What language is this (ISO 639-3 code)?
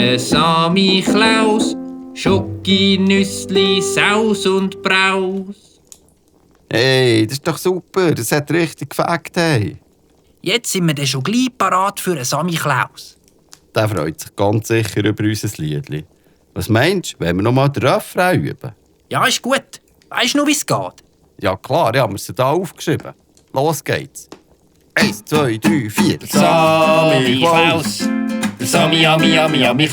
gsw